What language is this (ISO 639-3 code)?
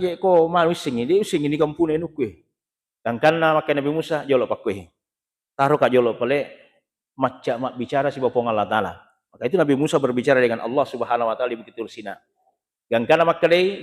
bug